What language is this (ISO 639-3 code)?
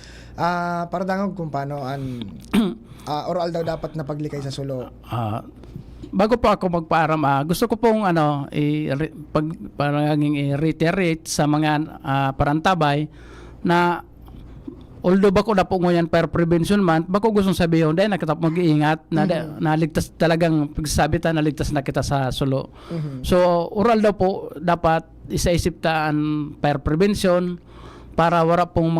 bik